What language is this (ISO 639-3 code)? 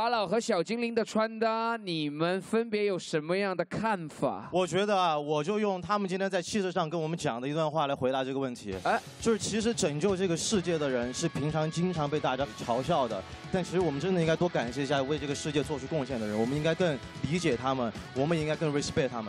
zho